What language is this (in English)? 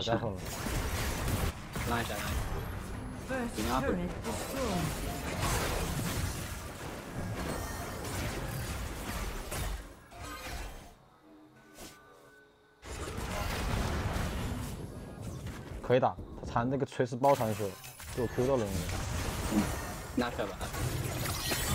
Chinese